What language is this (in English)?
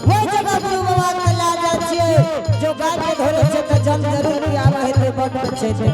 Angika